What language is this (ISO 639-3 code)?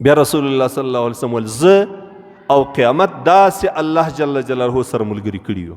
pus